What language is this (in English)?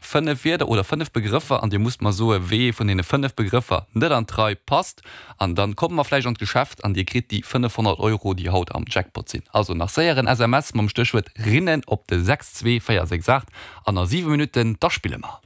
Luxembourgish